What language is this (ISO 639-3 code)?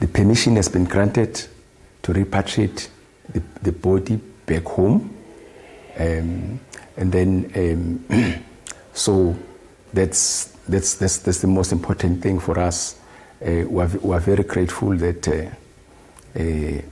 ven